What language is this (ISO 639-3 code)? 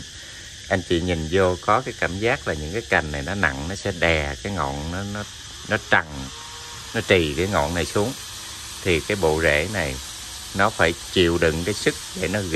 vie